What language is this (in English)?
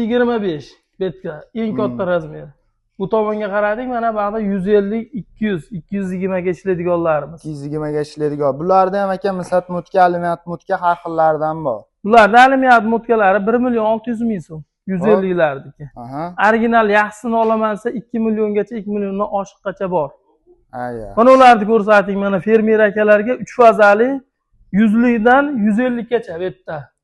Uzbek